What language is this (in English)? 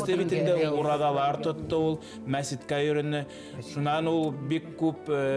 Bashkir